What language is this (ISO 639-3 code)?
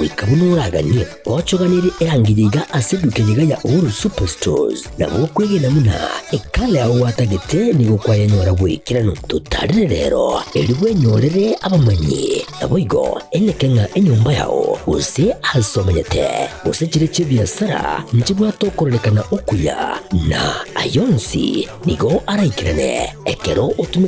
guz